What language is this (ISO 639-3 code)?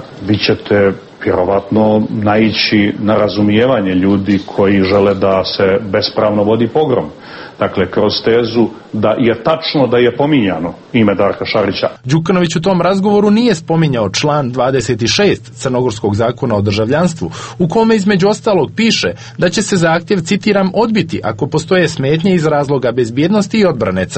srp